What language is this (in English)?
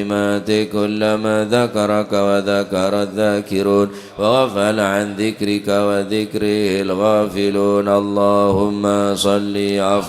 Madurese